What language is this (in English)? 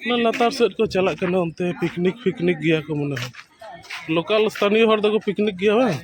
Santali